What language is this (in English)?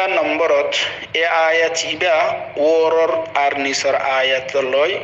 Rohingya